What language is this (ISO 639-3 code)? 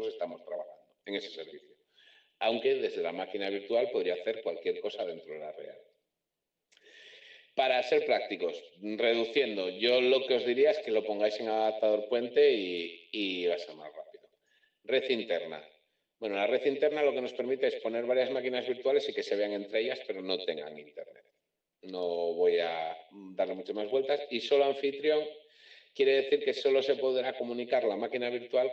spa